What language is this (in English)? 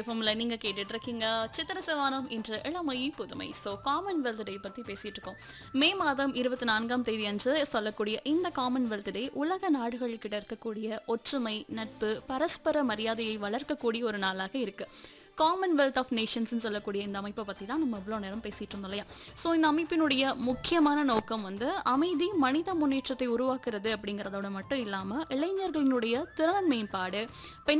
Tamil